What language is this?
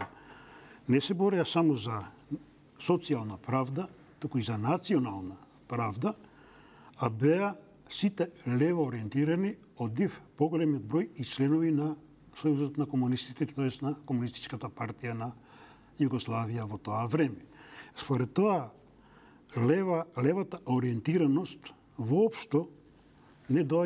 Macedonian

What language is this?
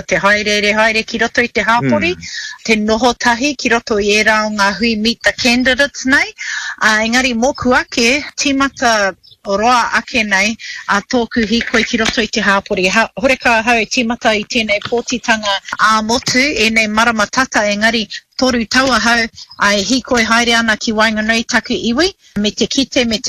Māori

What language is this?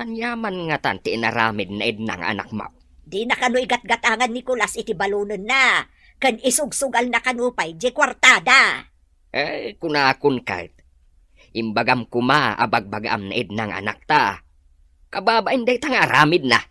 Iloko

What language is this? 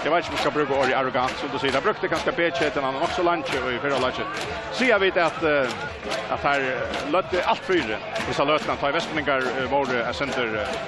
Faroese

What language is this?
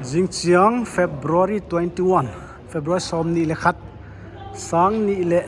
Paite Chin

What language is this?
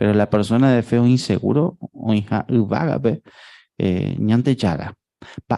Guarani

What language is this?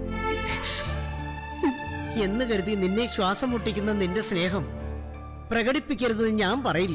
Malayalam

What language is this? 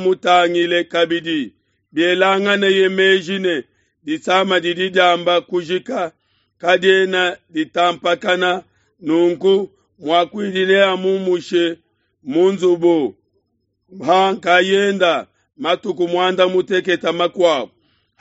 Luba-Lulua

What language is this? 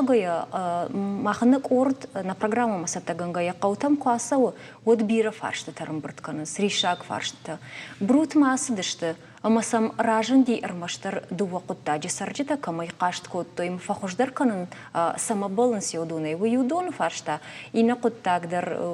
Ossetic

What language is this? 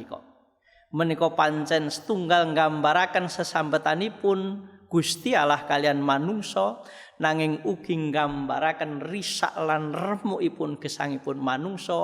Javanese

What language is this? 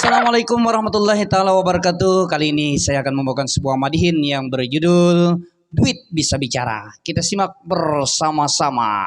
Banjar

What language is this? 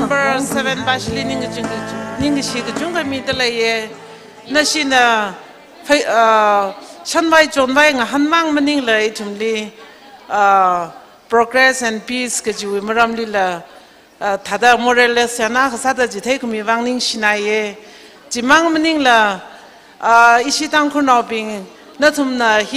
Tangkhul Naga (India)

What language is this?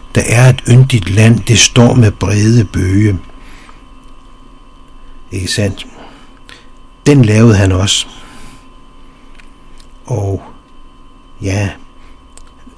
Danish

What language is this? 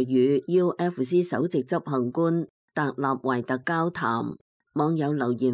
Cantonese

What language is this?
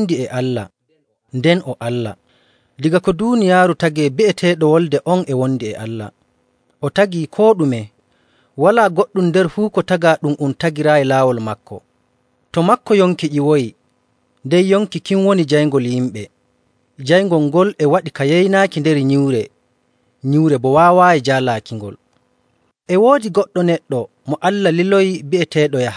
Nigerian Fulfulde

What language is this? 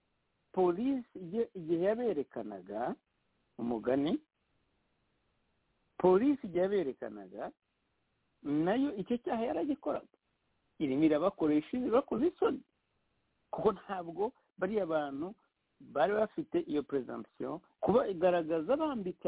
Kinyarwanda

